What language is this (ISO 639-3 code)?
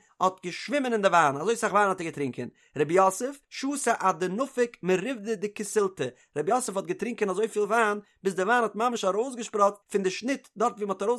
yid